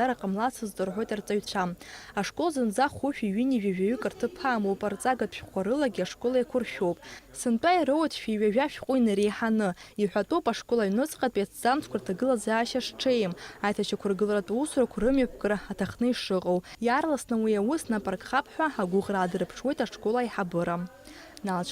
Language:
Abkhazian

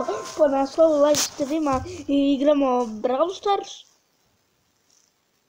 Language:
Croatian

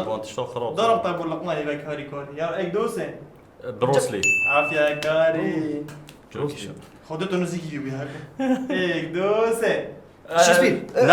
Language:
Kurdish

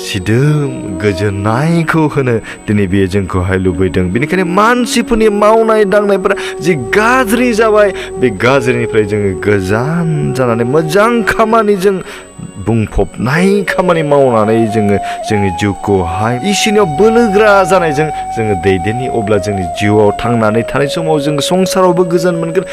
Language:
Bodo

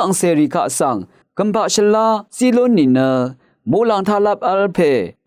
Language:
Rawang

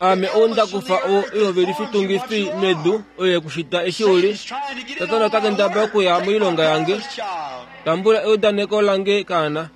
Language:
Kuanyama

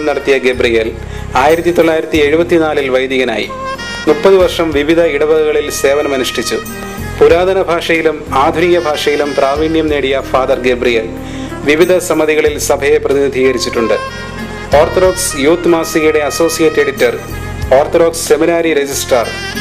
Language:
Malayalam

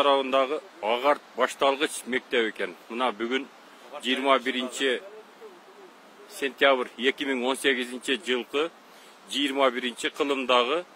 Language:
Kyrgyz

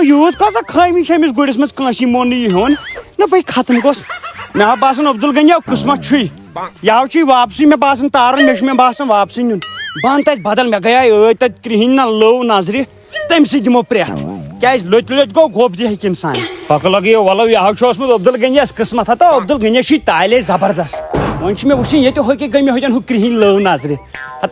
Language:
Kashmiri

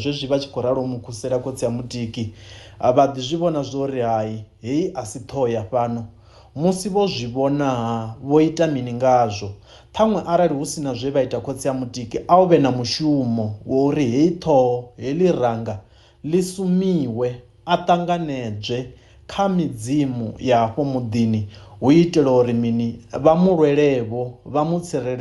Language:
Venda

